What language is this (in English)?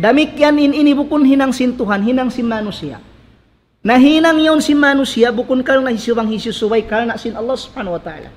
Tausug